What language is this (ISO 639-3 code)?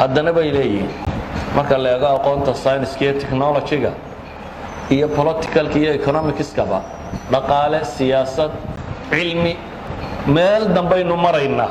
som